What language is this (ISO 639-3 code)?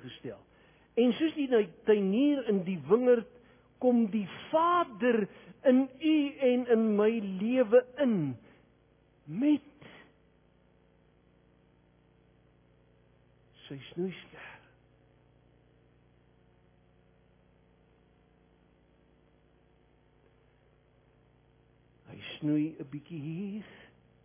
afr